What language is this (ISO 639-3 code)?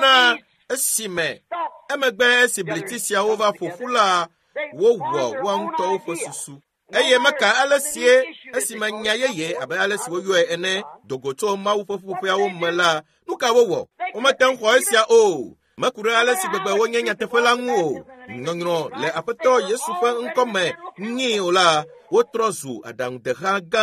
ewe